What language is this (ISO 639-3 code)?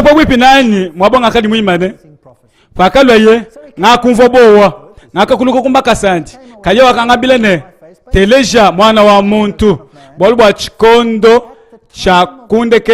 lua